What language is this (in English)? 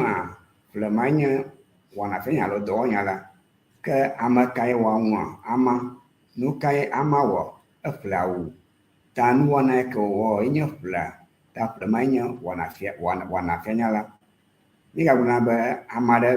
Ewe